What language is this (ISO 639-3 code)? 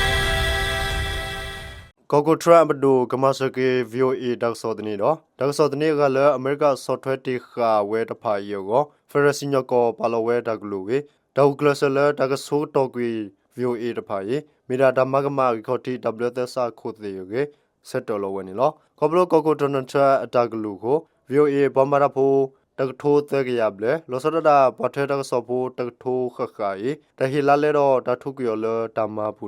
ksw